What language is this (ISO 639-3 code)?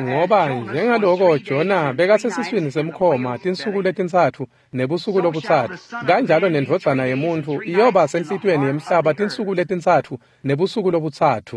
ssw